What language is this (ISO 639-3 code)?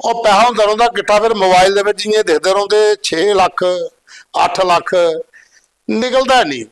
doi